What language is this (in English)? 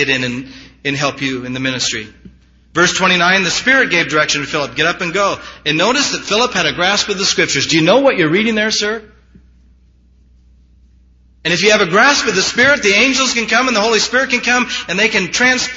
English